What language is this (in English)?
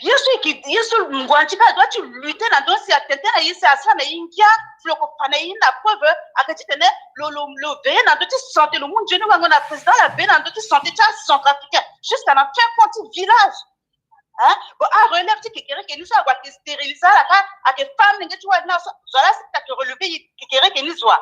Sango